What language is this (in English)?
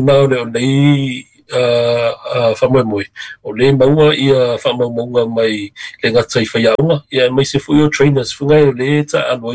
Samoan